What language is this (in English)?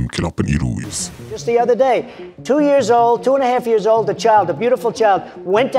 Khasi